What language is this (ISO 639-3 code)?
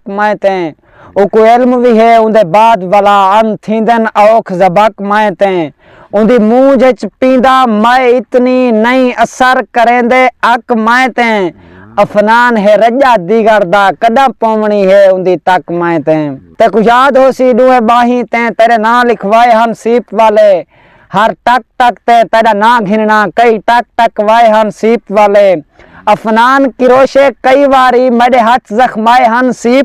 skr